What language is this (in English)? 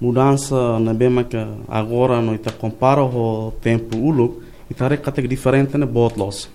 Tetum